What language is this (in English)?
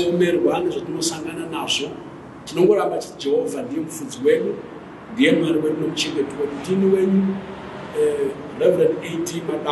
Shona